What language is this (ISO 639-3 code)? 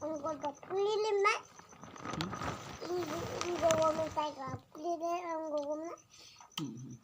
sat